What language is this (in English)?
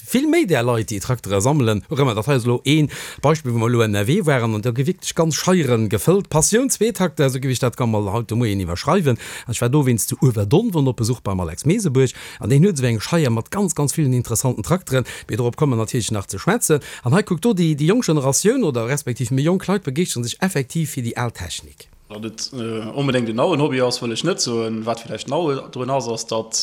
Luxembourgish